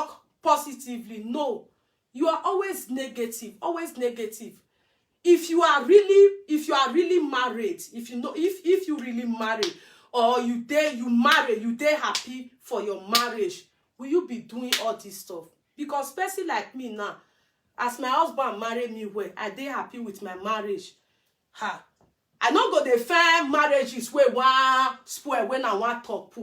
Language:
Nigerian Pidgin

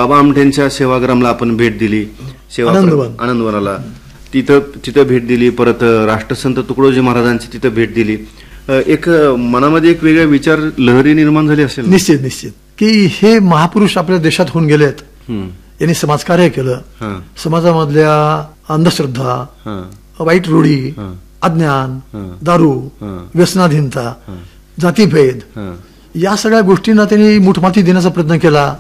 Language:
Marathi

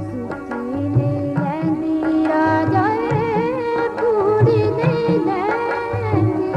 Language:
Dogri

